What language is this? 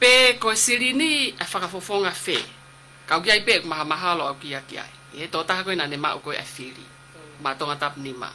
Tongan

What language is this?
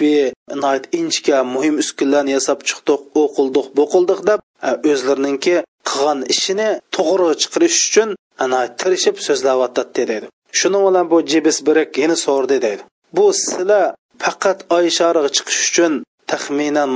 Uyghur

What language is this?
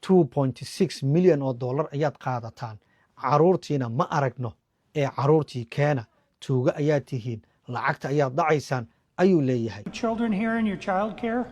Somali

